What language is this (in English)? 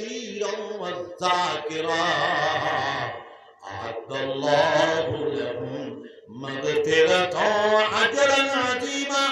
Sylheti